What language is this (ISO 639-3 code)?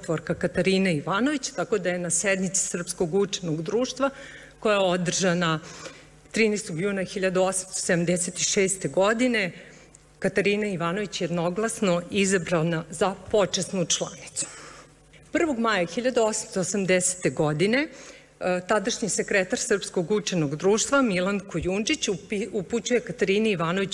srp